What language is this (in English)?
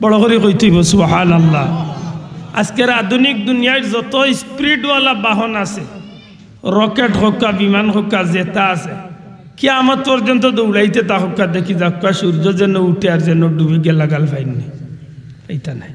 Sylheti